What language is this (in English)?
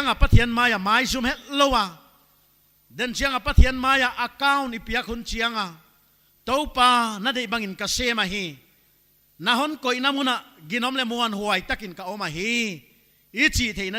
Paite Chin